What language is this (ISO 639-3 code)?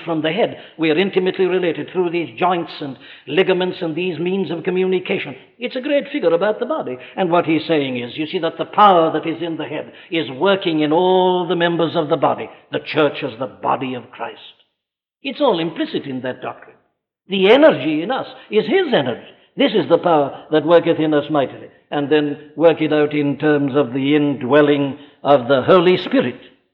eng